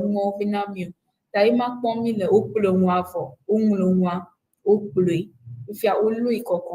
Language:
Ewe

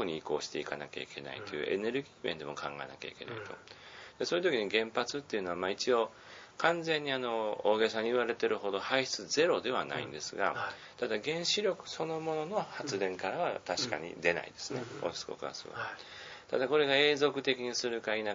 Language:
Japanese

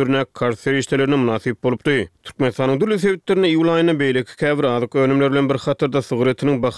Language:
Turkmen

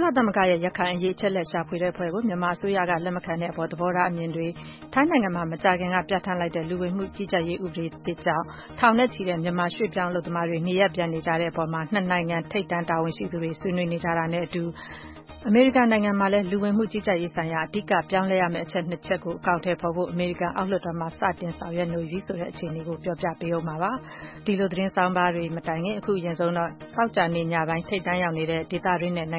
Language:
Burmese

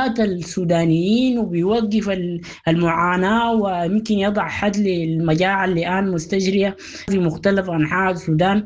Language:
Sudanese Arabic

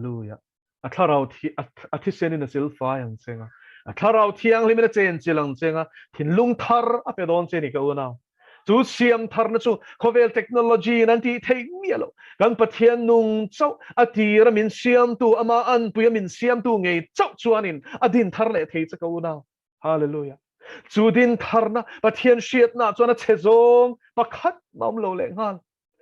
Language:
Mizo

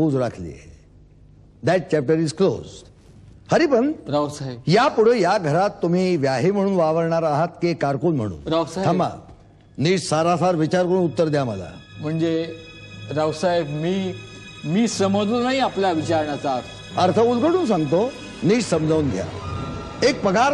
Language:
Marathi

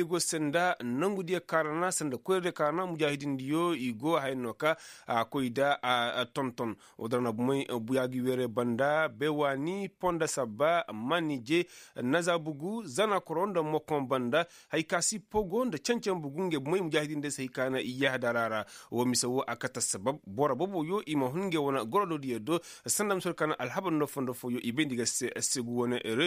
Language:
Koyraboro Senni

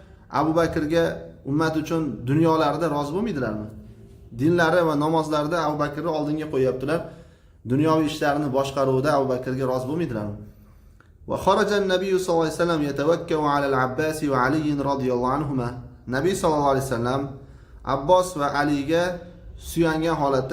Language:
Uzbek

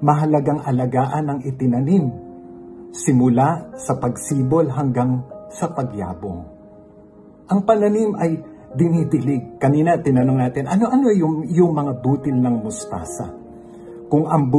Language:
Filipino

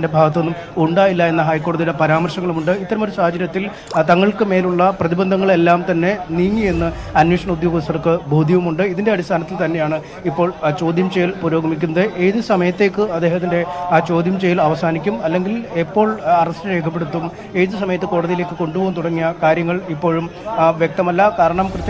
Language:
Malayalam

